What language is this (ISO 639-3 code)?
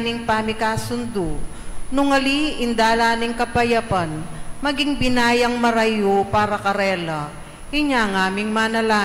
pam